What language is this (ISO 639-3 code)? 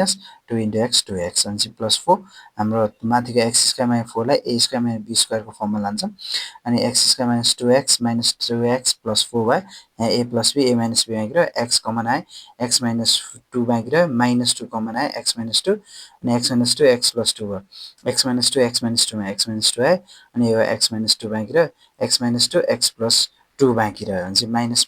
nep